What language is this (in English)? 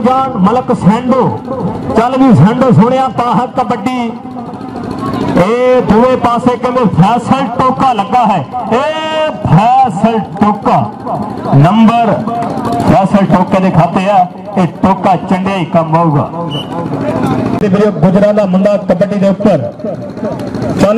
Punjabi